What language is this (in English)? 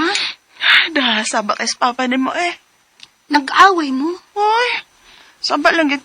Cebuano